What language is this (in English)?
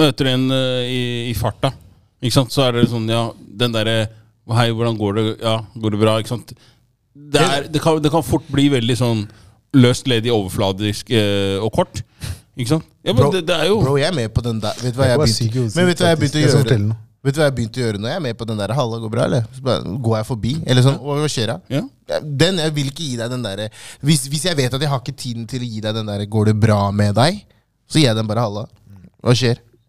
Norwegian